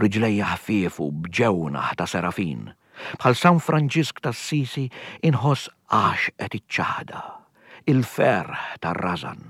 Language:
Maltese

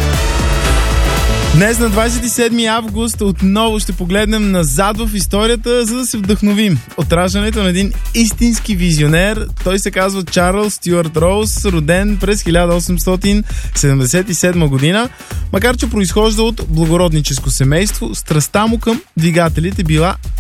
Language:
Bulgarian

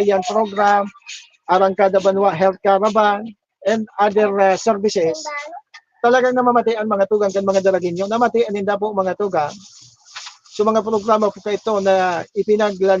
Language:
Bikol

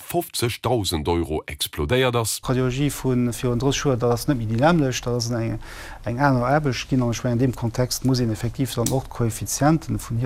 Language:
Luxembourgish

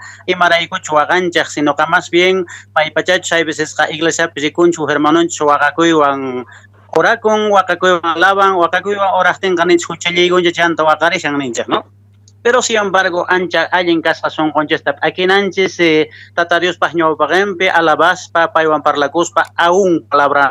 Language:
Quechua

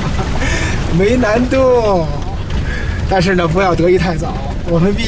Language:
Chinese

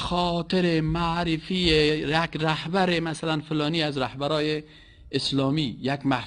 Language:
Persian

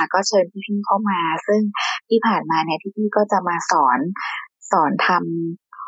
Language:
Thai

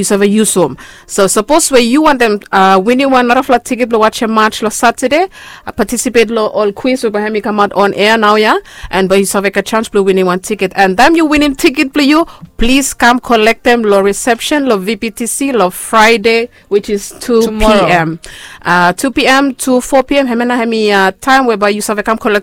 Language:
Bislama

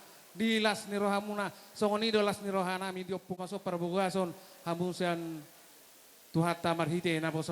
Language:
Batak Toba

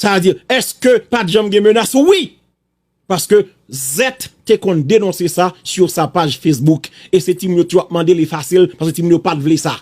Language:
Haitian Creole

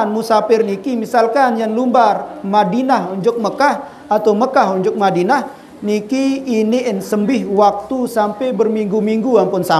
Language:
Sasak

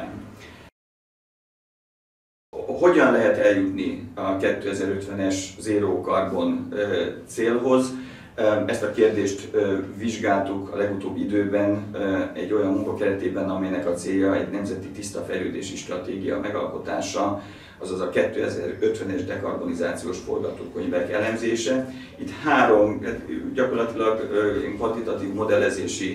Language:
Hungarian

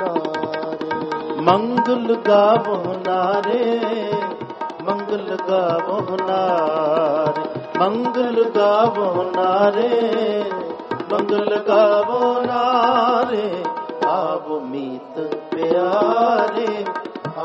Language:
Punjabi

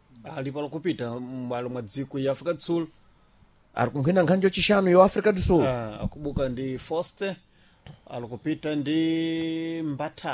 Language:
Sena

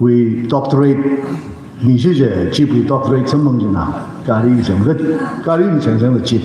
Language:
Tangkhul Naga (India)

